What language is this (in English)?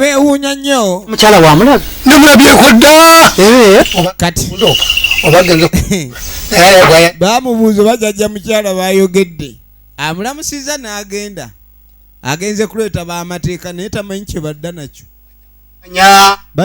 Ganda